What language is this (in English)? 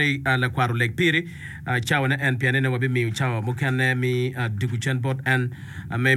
Acoli